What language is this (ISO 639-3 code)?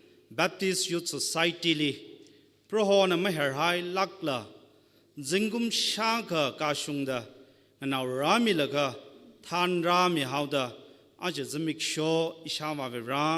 nmf